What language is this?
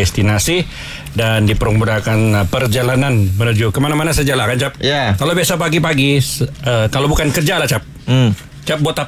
Malay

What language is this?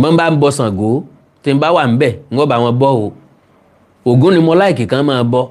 Yoruba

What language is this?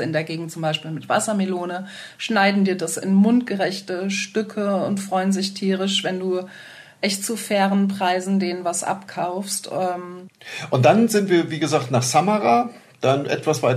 German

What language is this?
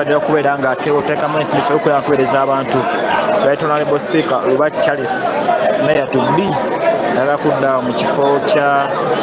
Soga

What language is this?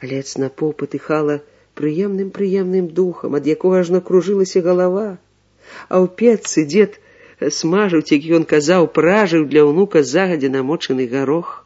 Belarusian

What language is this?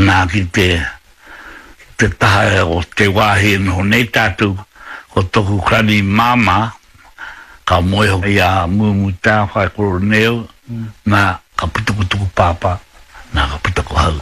Māori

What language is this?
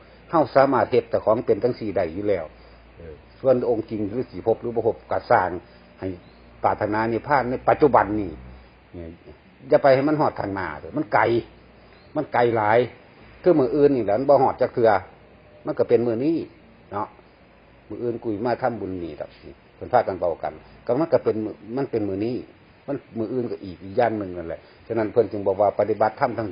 Northeastern Thai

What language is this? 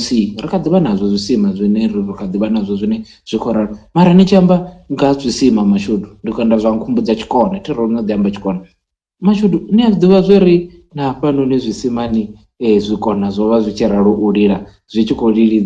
Venda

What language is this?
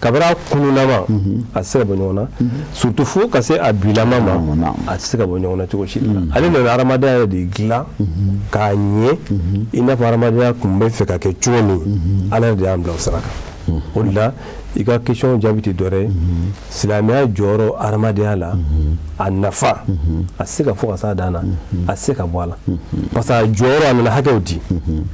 Bambara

